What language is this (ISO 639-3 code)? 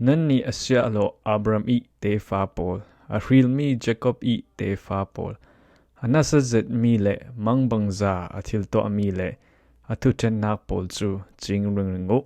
cfm